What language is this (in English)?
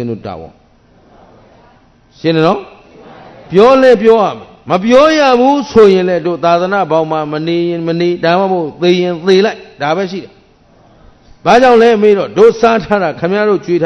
Burmese